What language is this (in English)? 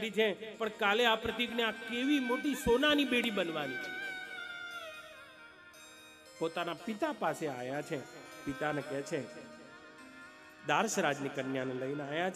Gujarati